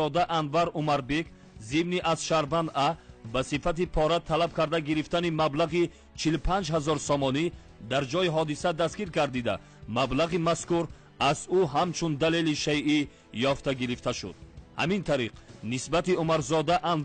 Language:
Tajik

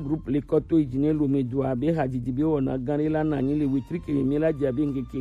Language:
Gen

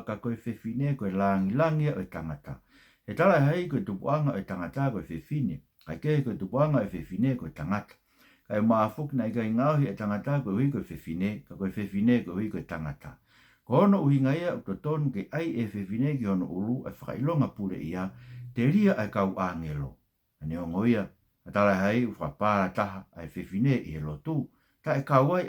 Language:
Tongan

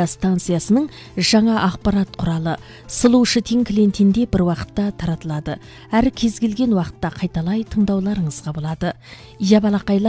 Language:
Kazakh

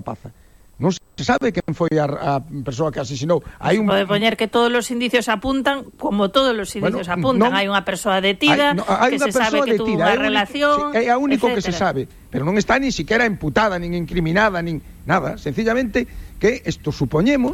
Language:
Galician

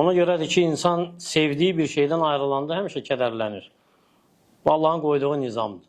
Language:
Azerbaijani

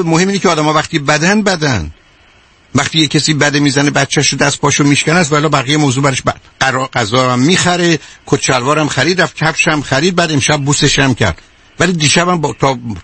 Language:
Persian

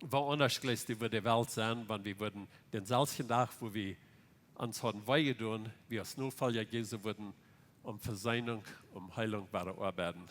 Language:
Plautdietsch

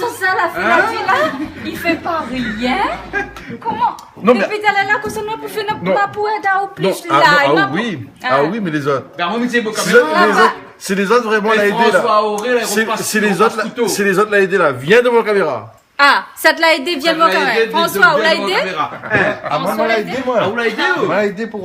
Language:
Réunion Creole French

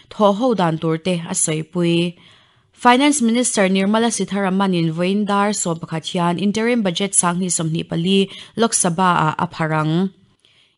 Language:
Mizo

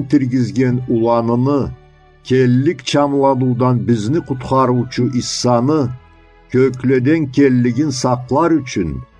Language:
Karachay-Balkar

